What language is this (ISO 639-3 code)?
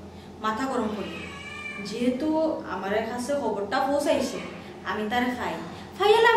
syl